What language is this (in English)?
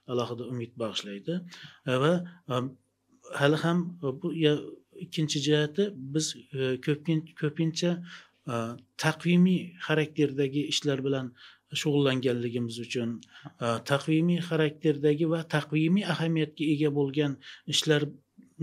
Uzbek